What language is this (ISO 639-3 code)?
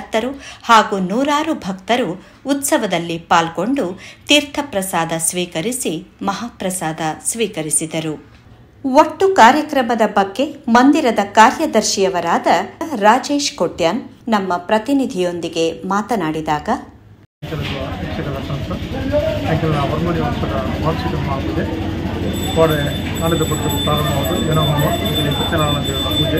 kan